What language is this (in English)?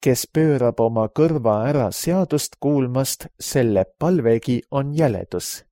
Estonian